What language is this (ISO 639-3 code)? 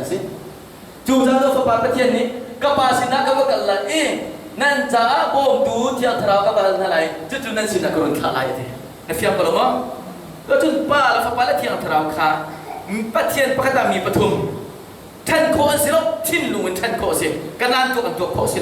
cnh